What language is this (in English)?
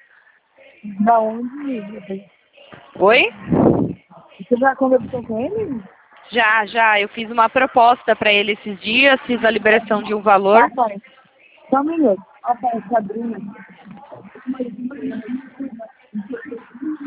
Portuguese